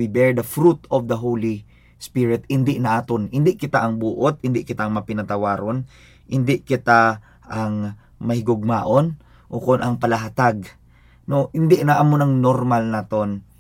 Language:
Hiligaynon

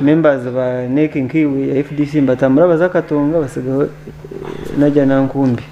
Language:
Nyankole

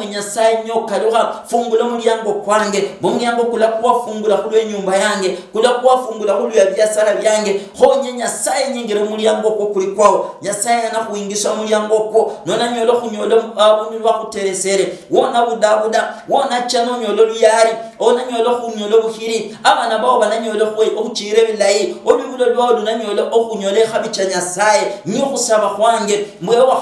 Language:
Luyia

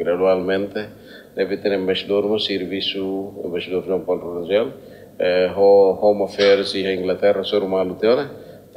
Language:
Tetum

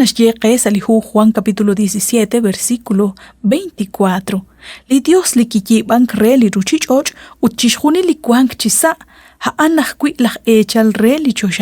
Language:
Kekchí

